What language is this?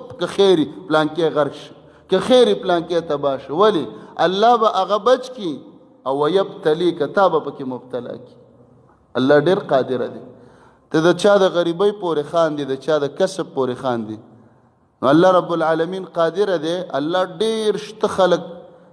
Pashto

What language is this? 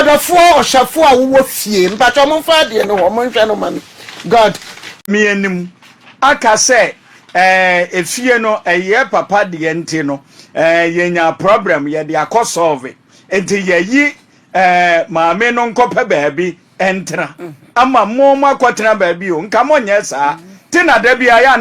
Akan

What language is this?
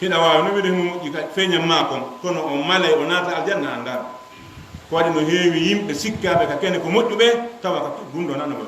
Fula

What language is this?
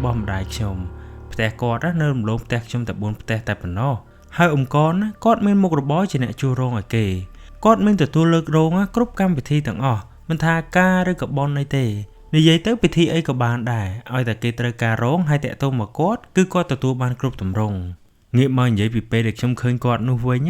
Khmer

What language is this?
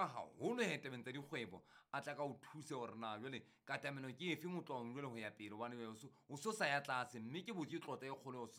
Southern Sotho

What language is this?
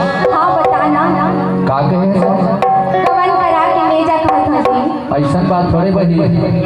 Chhattisgarhi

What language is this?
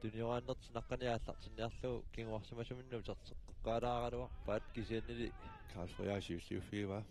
Kalaallisut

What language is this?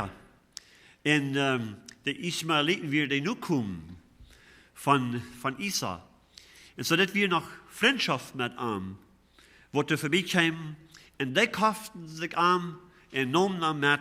Plautdietsch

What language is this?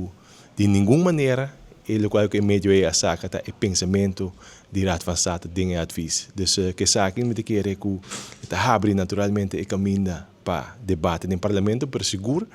Papiamento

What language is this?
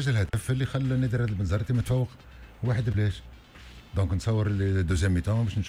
Tunisian Arabic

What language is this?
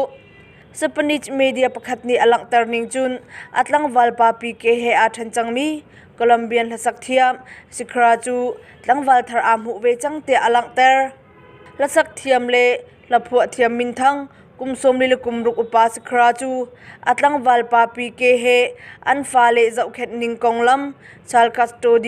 Hakha Chin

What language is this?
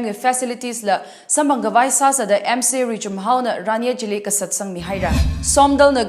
Tangkhul Naga (India)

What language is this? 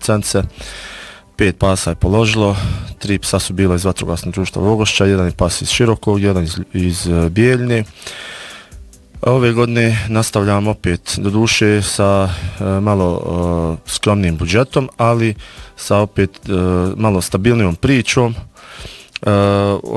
Bosnian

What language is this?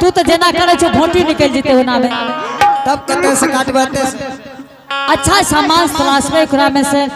Angika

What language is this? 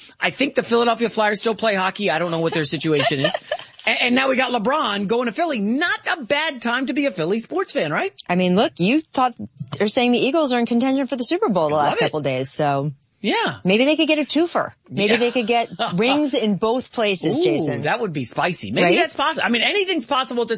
English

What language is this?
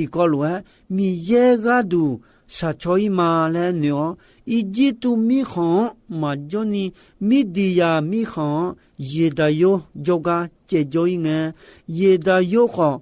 Akha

